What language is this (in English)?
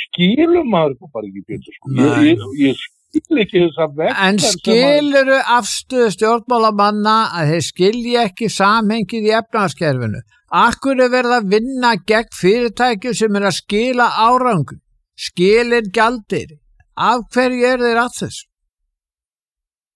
Icelandic